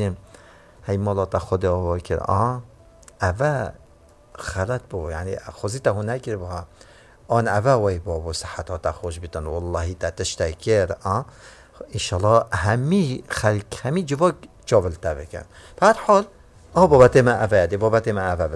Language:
Kurdish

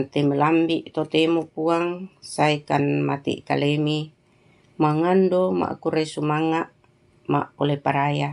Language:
Toraja-Sa'dan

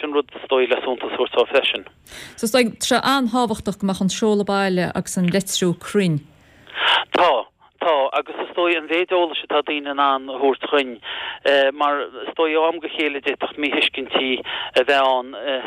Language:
Irish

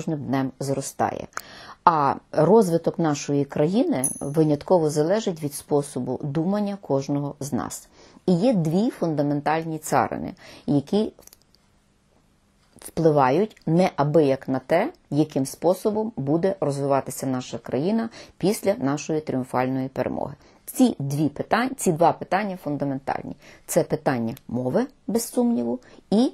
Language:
Ukrainian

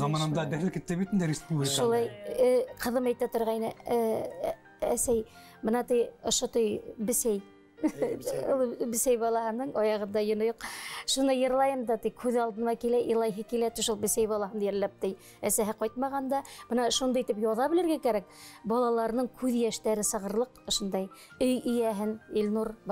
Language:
Bashkir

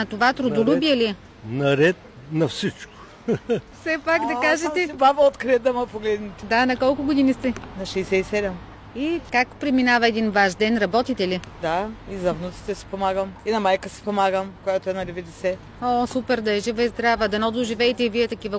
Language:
Bulgarian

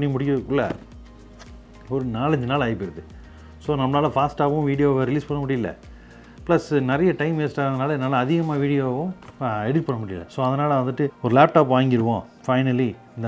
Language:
Tamil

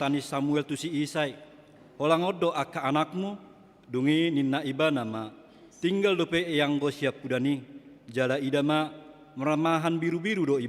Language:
Batak Toba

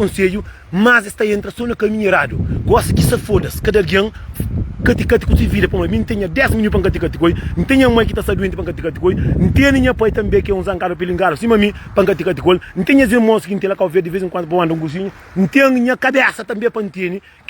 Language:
Kabuverdianu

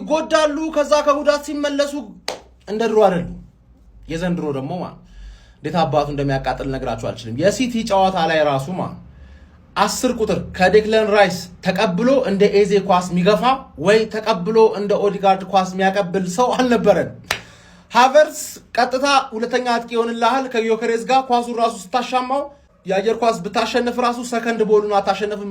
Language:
Amharic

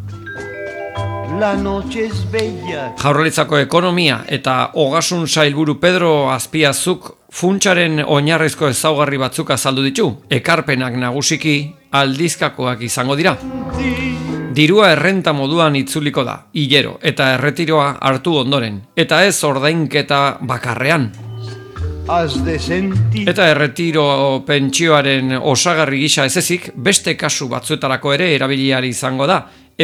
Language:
Basque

